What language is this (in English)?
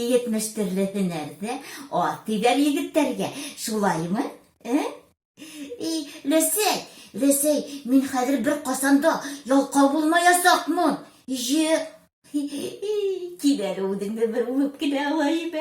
Bashkir